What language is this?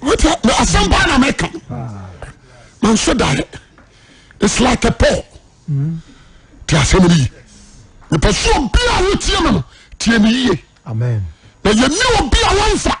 Akan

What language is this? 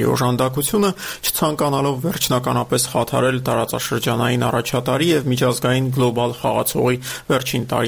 Armenian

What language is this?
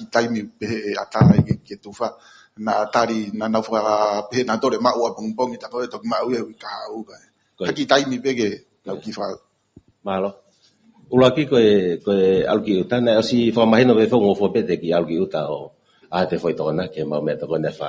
Tongan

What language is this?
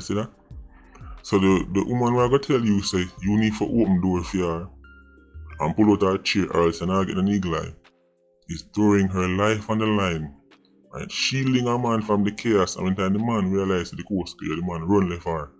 Jamaican Creole English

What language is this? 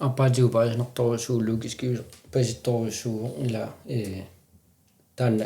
Kalaallisut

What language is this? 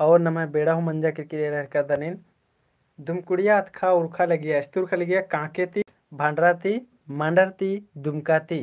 Kurukh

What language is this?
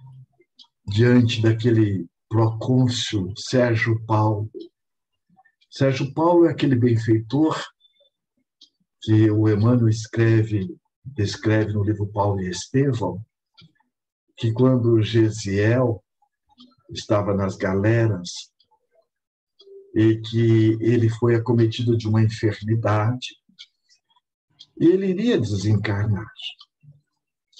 Portuguese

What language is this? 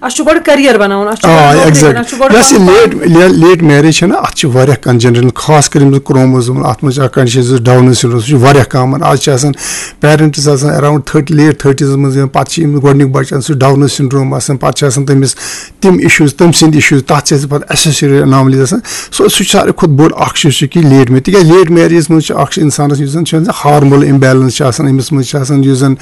Kashmiri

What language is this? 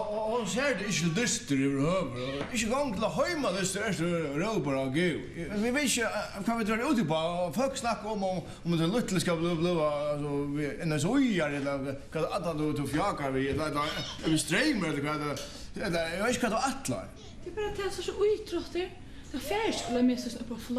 Faroese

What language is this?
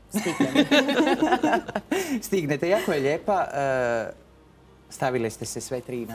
Croatian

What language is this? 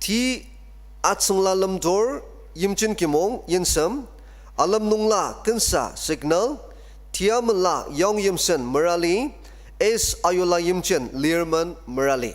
Ao Naga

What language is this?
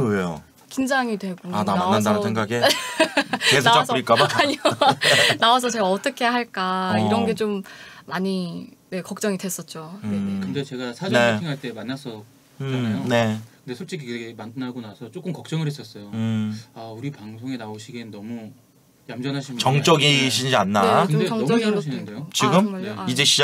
Korean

